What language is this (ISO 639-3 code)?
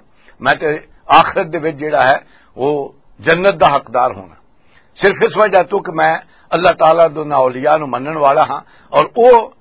lah